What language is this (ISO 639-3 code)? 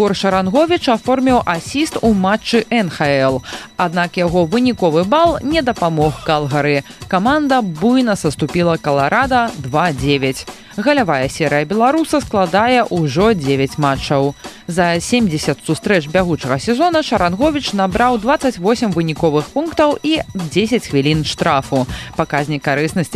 bel